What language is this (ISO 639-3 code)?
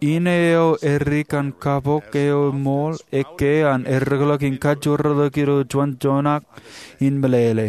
mah